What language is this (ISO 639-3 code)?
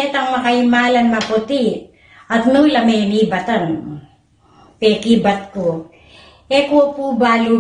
pam